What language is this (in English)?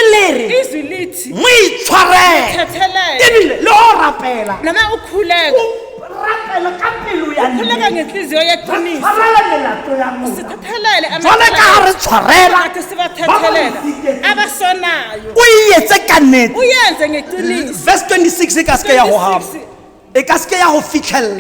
Southern Sotho